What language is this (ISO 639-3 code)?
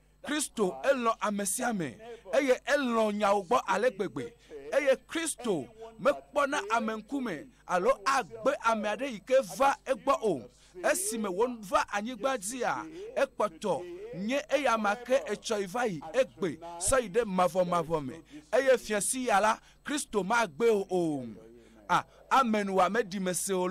ewe